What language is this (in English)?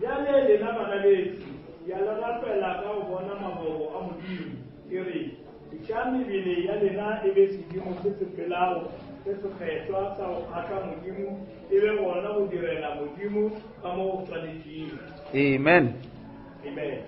Northern Sotho